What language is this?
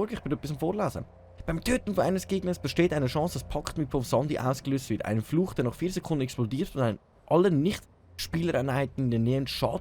Swiss German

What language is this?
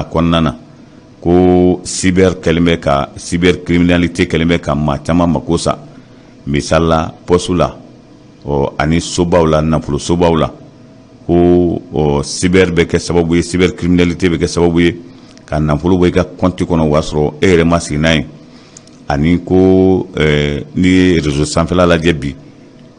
Bambara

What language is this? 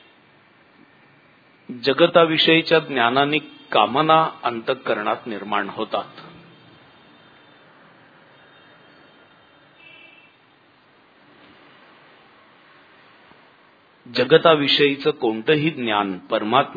Marathi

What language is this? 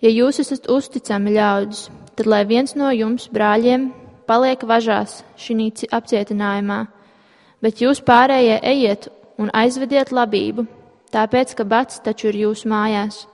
Latvian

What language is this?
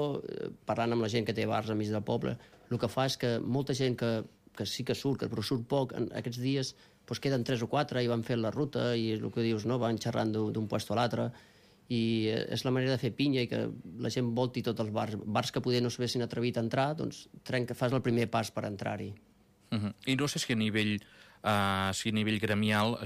Catalan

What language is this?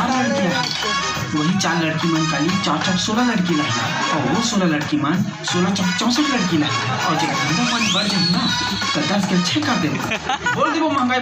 Chhattisgarhi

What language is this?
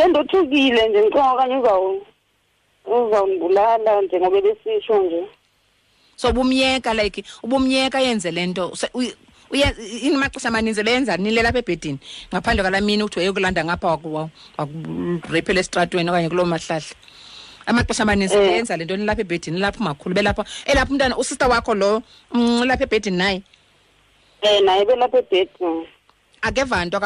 Xhosa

